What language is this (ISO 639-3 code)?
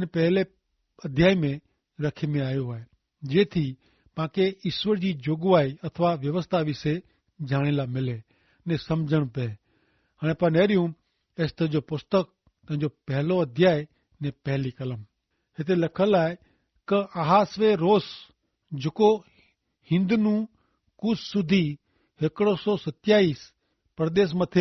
kfr